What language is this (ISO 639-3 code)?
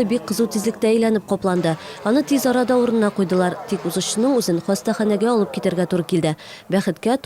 tat